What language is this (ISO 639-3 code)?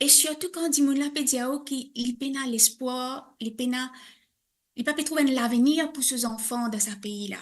mfe